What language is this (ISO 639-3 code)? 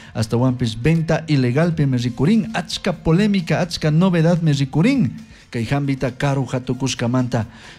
qug